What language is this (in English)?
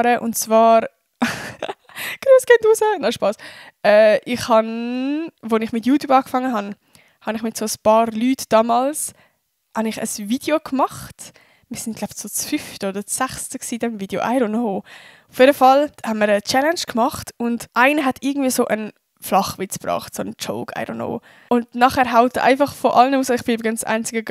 Swiss German